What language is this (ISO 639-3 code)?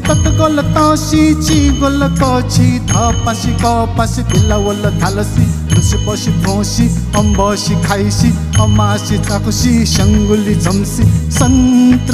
new